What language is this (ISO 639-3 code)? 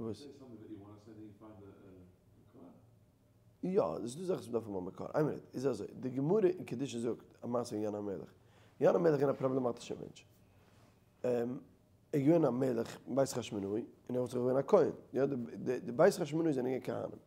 yid